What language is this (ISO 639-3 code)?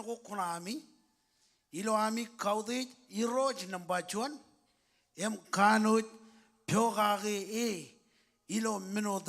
mah